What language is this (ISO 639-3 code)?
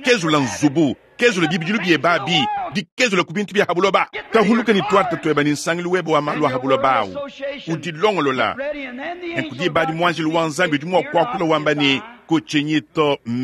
lua